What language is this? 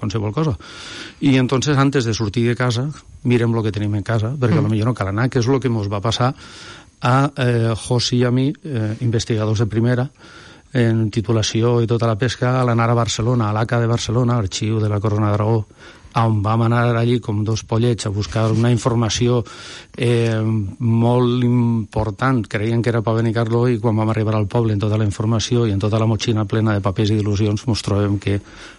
Catalan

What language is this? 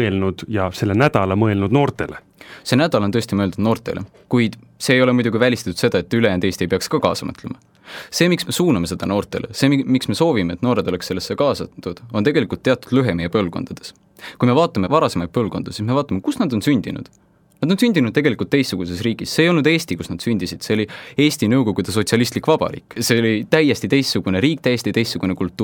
Estonian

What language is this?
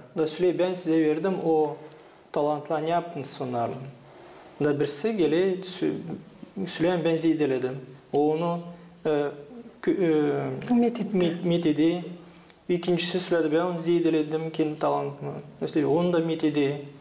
Gagauz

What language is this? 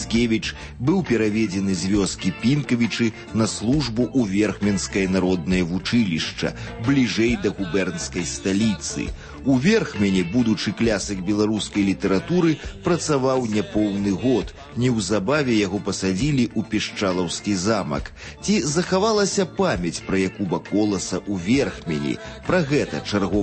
Belarusian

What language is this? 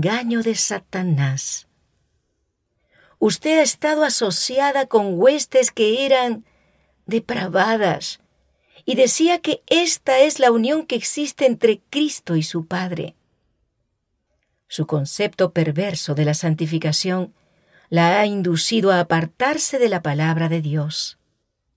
Spanish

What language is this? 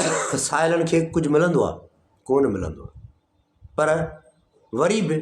Sindhi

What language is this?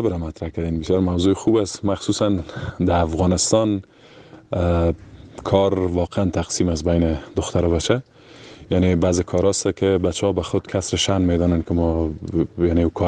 Persian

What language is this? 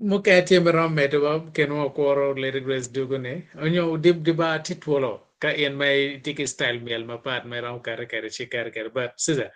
Acoli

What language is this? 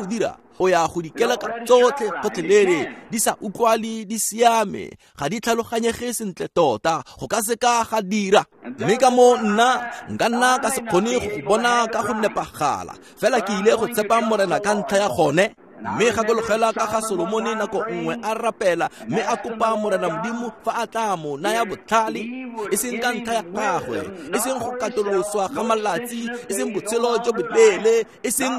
Tswana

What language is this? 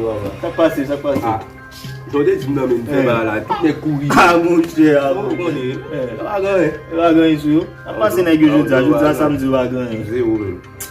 Haitian Creole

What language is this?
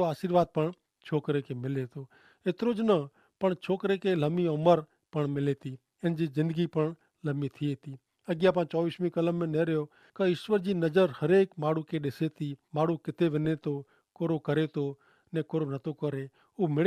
Kachhi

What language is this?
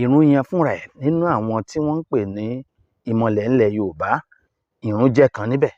Yoruba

